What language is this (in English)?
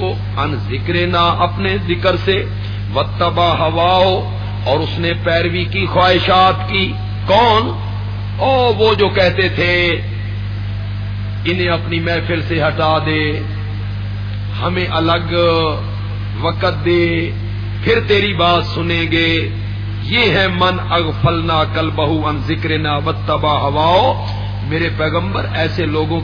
Urdu